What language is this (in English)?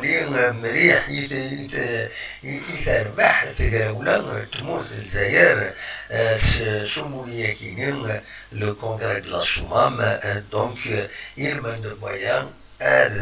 Kabyle